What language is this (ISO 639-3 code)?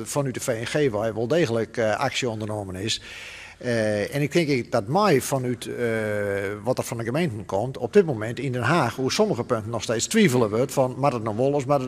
fry